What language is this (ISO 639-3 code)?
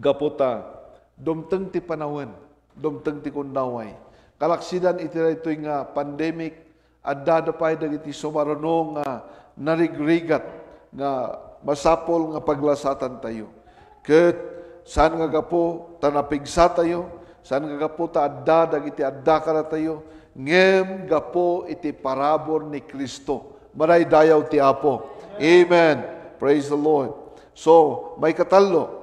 ilo